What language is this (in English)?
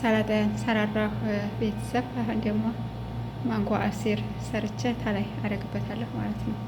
Amharic